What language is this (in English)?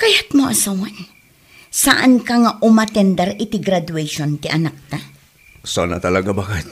Iloko